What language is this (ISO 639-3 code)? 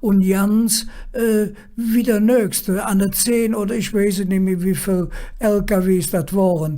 ksh